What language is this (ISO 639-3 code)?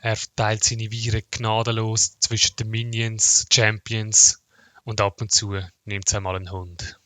gsw